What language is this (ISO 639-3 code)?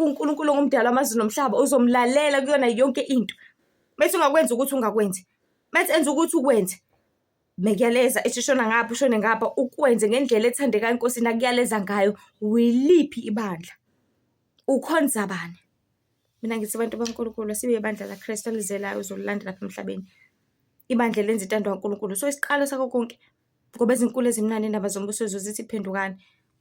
zul